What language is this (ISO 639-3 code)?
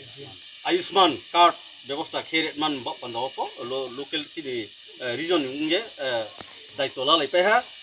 ria